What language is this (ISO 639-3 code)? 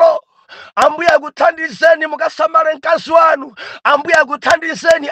nya